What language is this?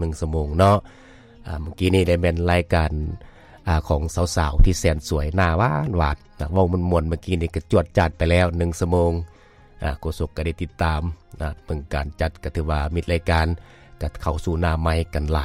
Lao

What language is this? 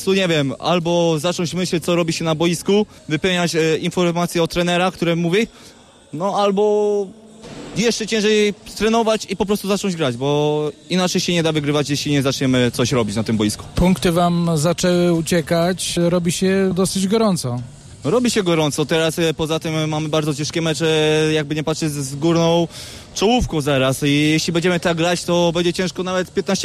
Polish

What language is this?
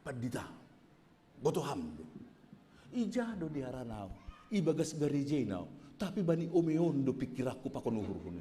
Batak Simalungun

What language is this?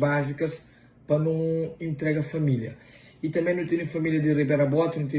Kabuverdianu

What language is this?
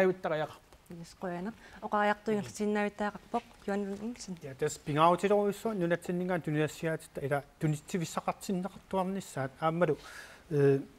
Kalaallisut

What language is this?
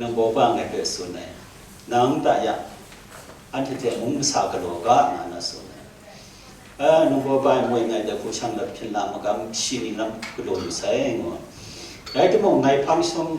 Kachin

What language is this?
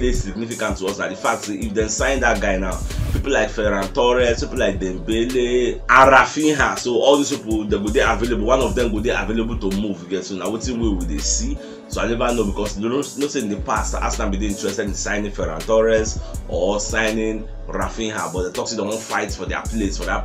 Nigerian Pidgin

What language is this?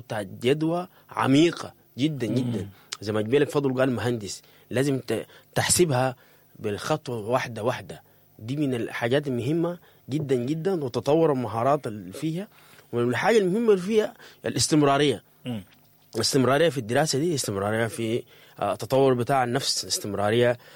Sudanese Arabic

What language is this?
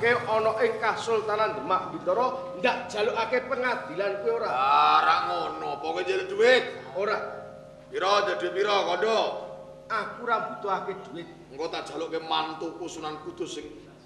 Javanese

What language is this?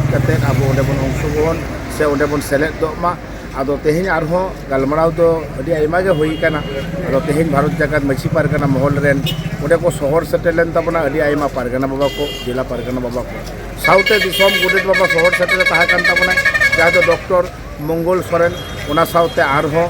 Santali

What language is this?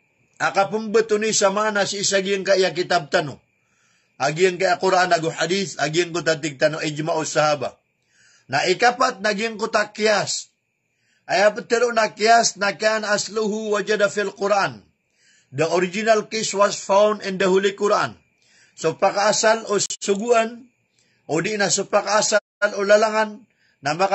Maranao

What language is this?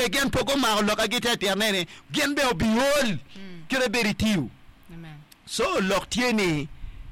Acoli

